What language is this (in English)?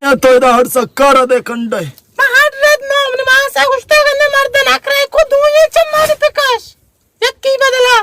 Baluchi